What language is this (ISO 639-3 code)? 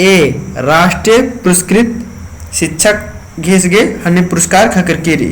kru